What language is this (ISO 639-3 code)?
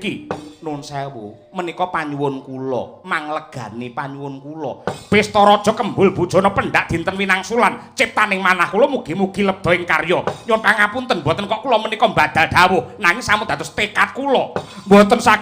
jav